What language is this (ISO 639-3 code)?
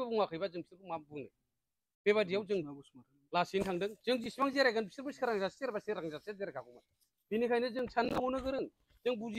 brx